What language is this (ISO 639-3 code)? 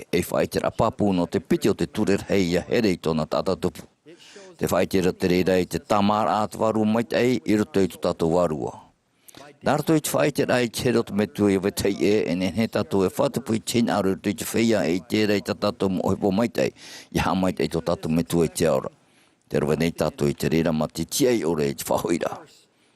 tah